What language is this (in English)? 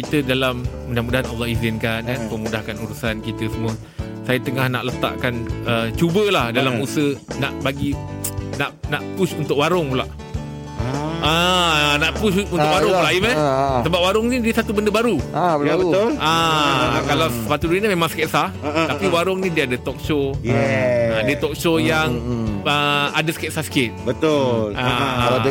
Malay